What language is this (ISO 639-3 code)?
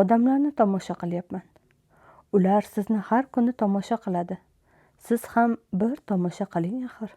uzb